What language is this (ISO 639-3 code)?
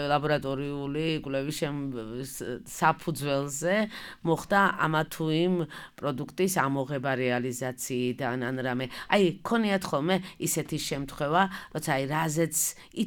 kat